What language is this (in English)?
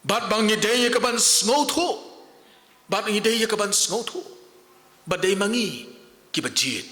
Khasi